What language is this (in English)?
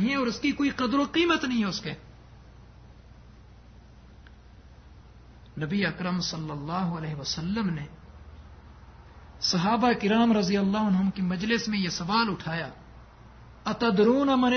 Urdu